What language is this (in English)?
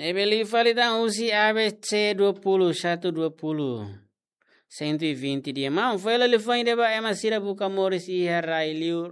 Tetum